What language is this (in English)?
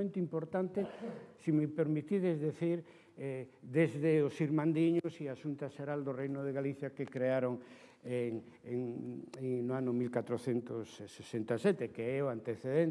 Galician